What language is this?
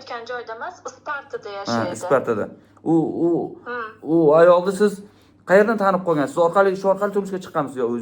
Uzbek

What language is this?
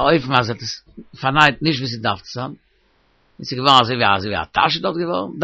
Yiddish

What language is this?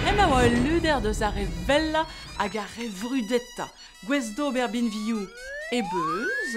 Breton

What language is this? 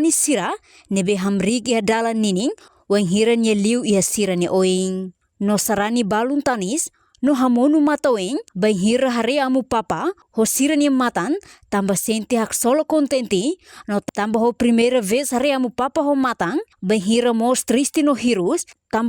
Tetum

